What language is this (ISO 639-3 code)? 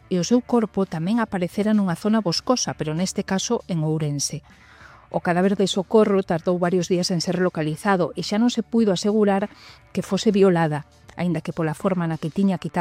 glg